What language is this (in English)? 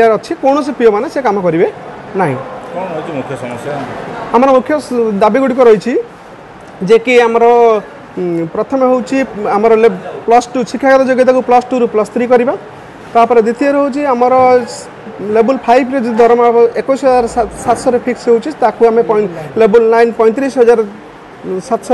Odia